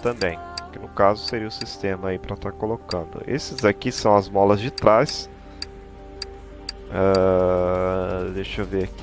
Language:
Portuguese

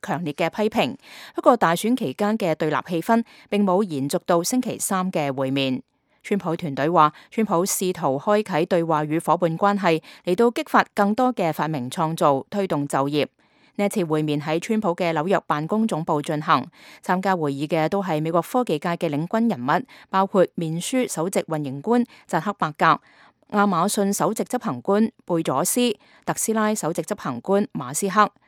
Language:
Cantonese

